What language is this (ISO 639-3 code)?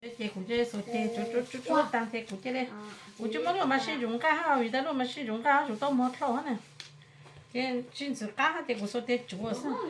hmn